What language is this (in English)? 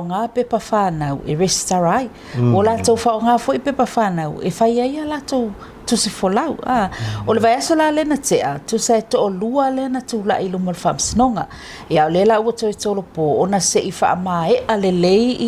Samoan